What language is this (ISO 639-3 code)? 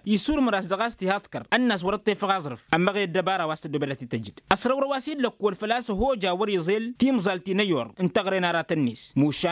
taq